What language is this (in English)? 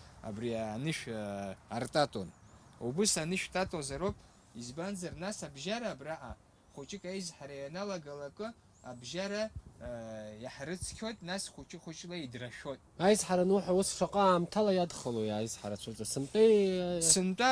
Abkhazian